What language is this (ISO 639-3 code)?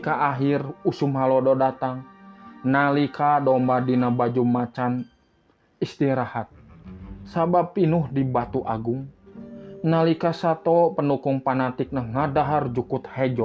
sun